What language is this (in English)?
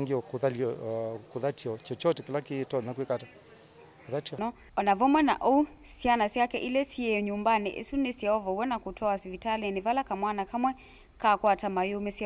Kamba